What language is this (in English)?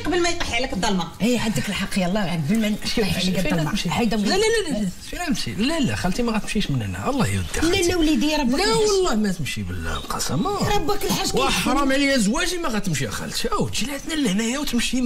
Moroccan Arabic